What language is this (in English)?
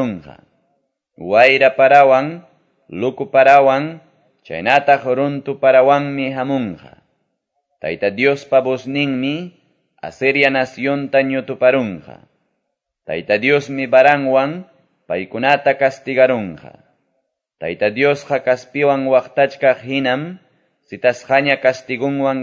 Quechua